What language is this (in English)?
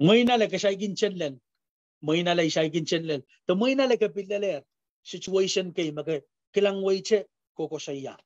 Pohnpeian